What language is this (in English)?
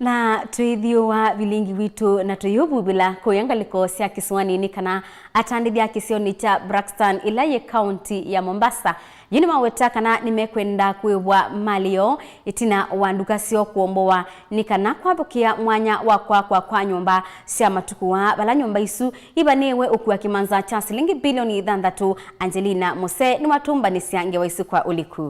Kamba